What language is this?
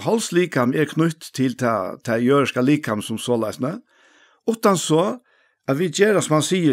Faroese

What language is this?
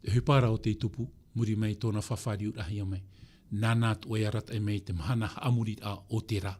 Tahitian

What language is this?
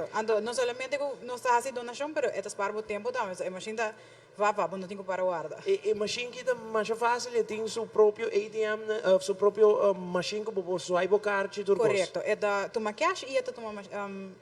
Papiamento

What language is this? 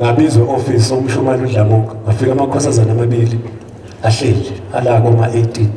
Zulu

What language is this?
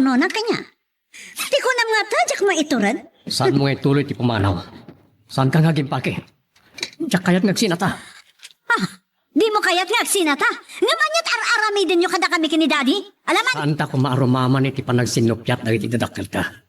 Iloko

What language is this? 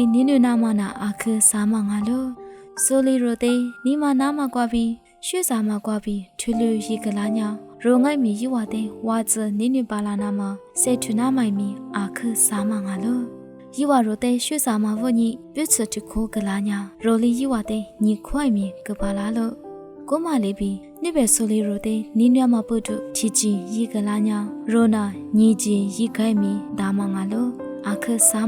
Lisu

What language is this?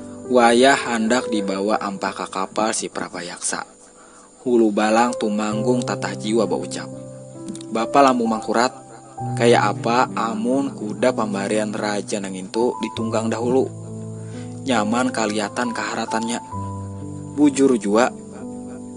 Banjar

